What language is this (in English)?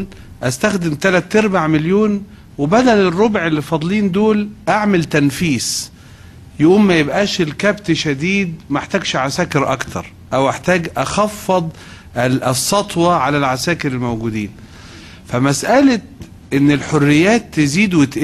Egyptian Arabic